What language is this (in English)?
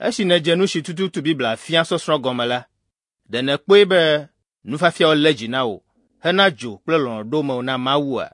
Ewe